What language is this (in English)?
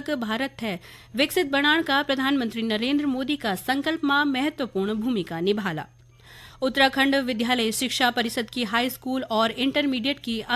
Garhwali